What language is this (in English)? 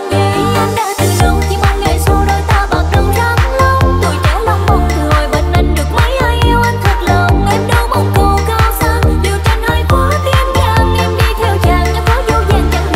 Vietnamese